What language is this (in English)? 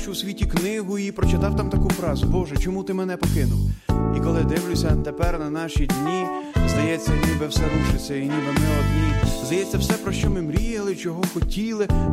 Ukrainian